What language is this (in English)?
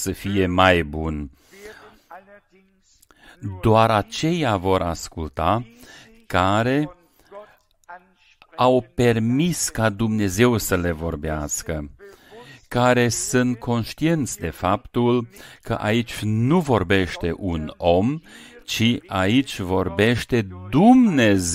Romanian